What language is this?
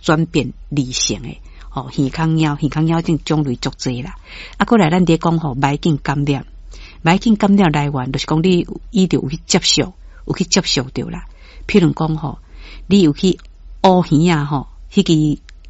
Min Nan Chinese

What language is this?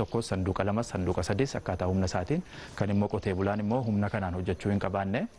Oromo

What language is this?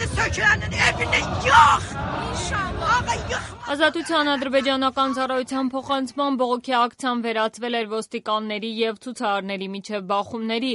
Armenian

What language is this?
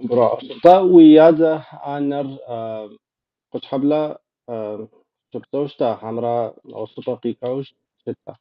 Kabardian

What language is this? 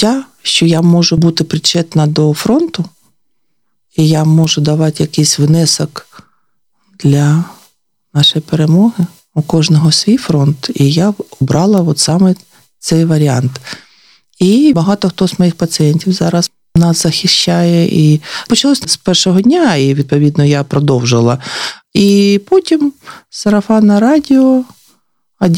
Ukrainian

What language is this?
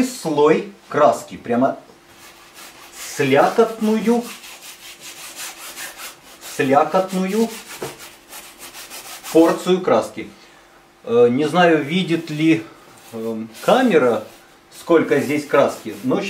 Russian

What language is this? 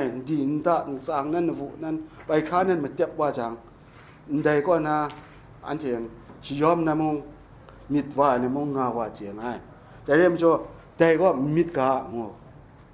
Kachin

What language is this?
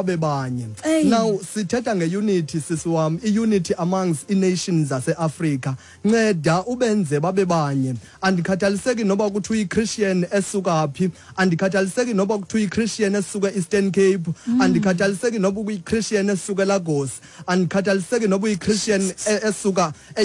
Xhosa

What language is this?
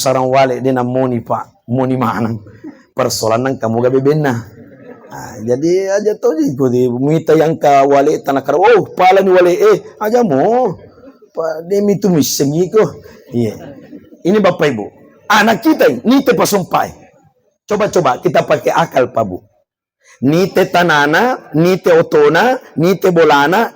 Buginese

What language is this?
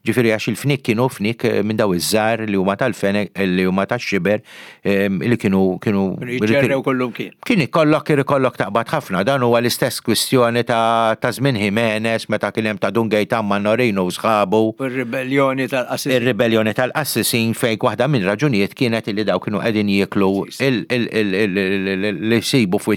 Maltese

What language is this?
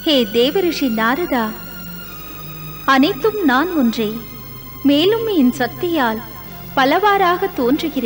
Tamil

